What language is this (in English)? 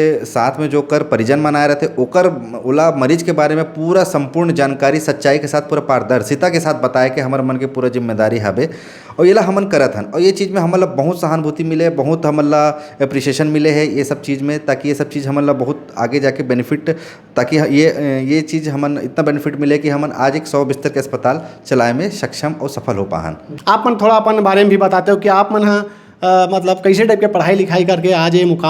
Chhattisgarhi